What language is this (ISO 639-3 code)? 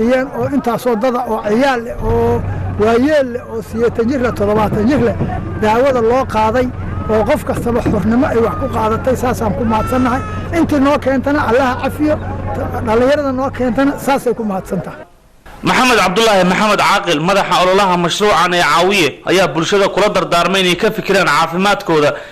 som